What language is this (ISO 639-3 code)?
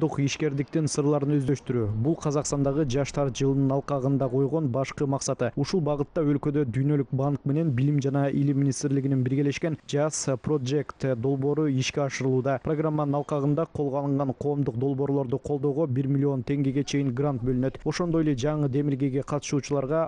kir